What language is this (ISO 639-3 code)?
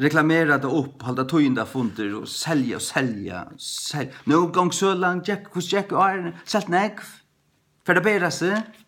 fao